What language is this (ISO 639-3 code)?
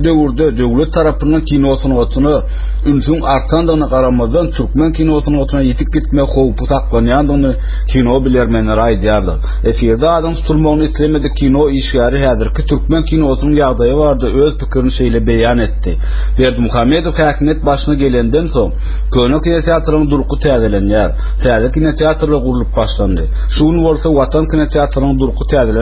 tuk